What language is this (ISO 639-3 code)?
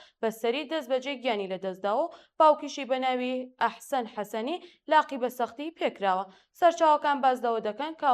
ckb